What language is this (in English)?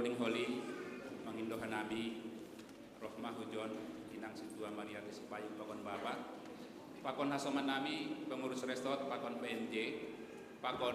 Batak Simalungun